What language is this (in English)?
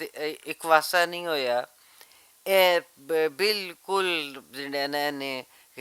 Western Panjabi